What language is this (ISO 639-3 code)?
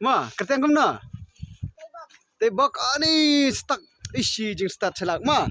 kha